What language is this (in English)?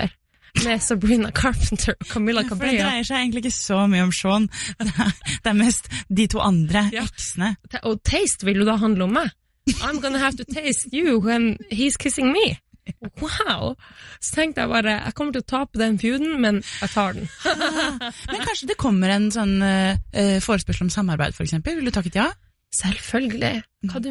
Norwegian